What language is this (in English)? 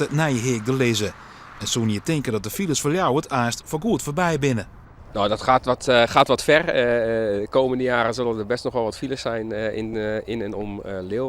Western Frisian